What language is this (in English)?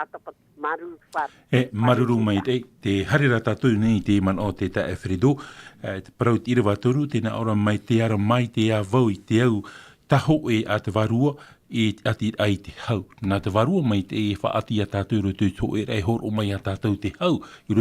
Tahitian